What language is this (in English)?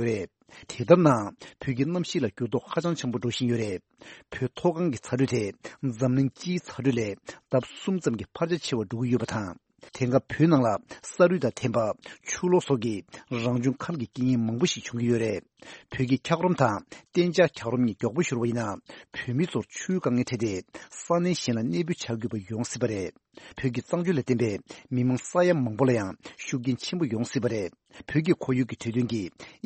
Tibetan